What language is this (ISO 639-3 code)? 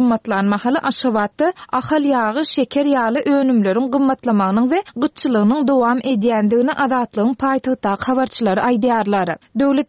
tuk